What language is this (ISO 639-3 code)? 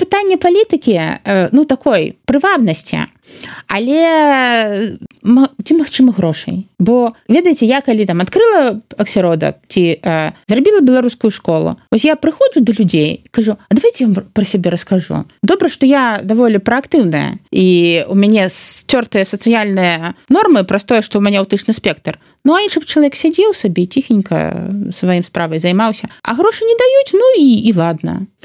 bel